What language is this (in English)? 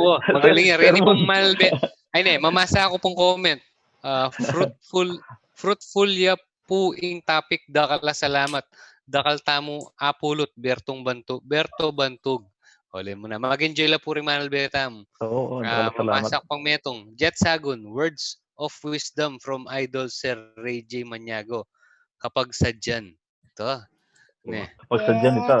Pampanga